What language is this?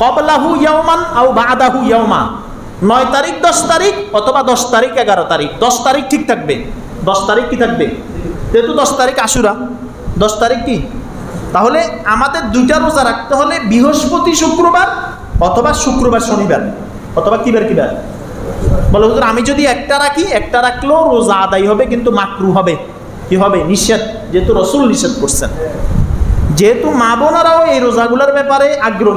Bangla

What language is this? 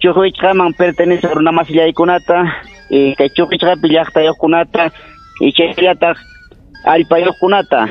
Ayacucho Quechua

